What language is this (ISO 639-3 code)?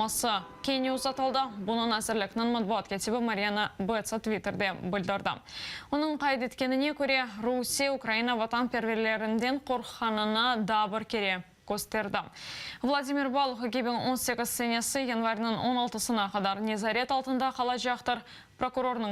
crh